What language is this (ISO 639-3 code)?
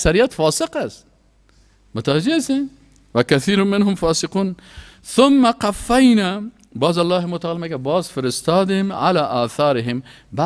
fas